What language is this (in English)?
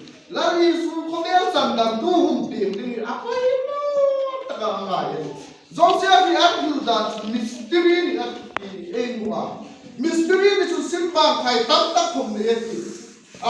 Hmar